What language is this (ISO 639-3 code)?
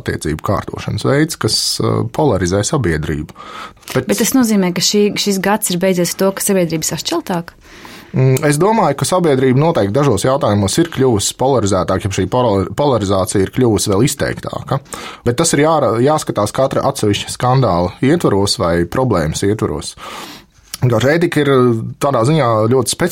lav